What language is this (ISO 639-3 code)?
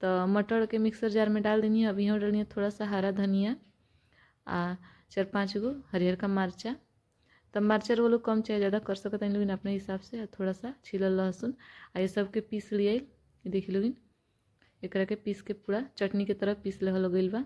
bho